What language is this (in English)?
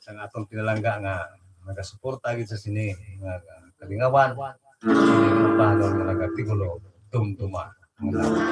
Hiligaynon